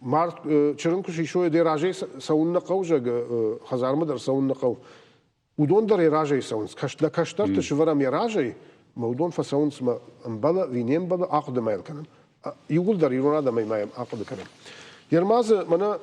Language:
Ossetic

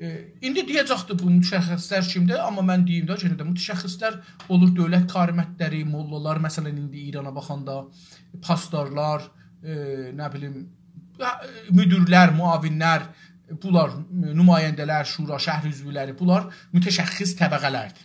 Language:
South Azerbaijani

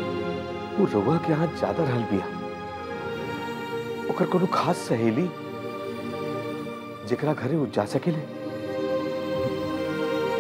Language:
Bhojpuri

